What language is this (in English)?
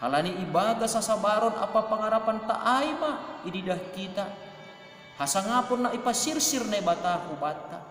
Batak Simalungun